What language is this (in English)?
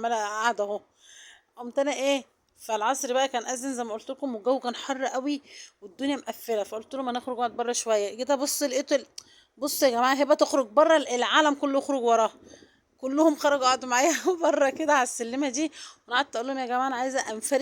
Egyptian Arabic